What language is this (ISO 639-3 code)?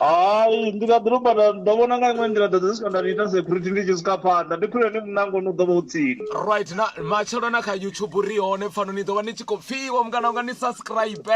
ven